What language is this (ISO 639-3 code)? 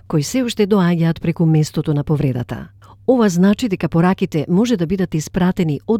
mkd